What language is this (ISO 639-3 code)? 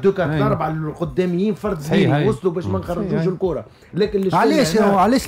aeb